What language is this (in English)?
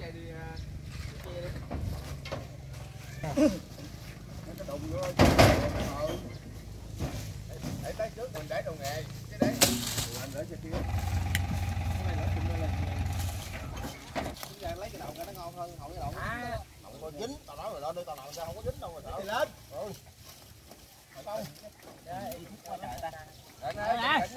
Vietnamese